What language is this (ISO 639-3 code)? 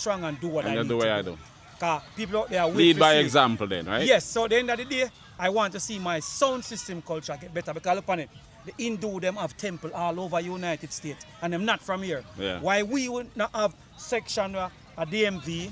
jam